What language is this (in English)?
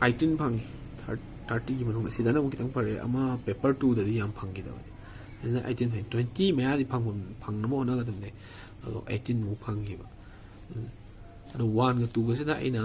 Manipuri